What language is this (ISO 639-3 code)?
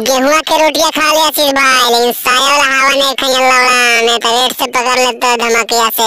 mag